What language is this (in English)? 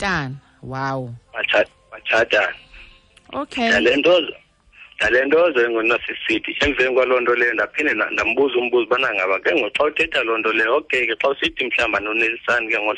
Xhosa